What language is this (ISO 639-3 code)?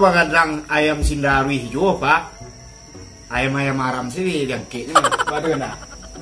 min